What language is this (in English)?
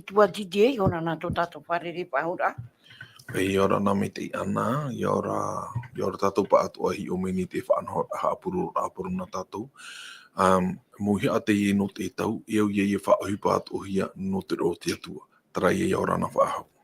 Tahitian